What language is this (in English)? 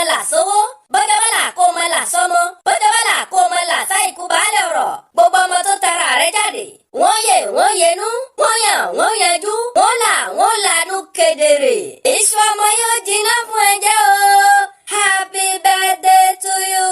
Yoruba